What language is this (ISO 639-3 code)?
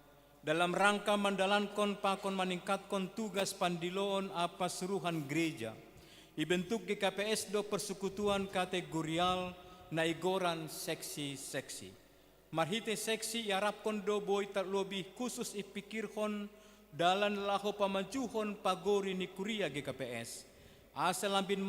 bts